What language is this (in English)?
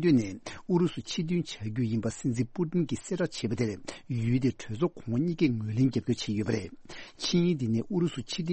Tibetan